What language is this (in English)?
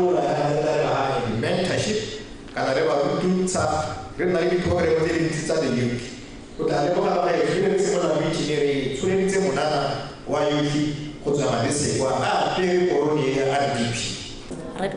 Tswana